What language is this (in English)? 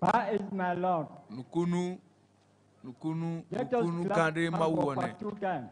Ewe